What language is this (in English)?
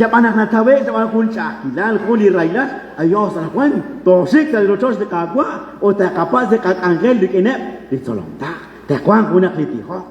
Kekchí